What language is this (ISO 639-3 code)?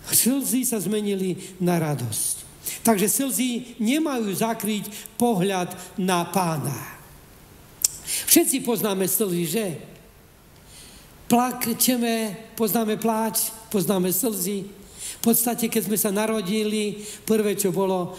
slk